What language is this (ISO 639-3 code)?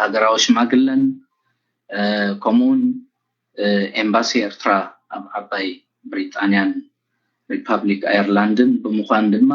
tir